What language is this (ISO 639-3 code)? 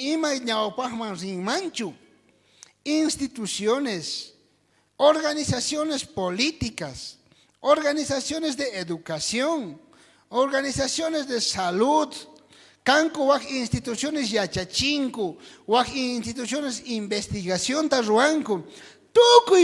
quh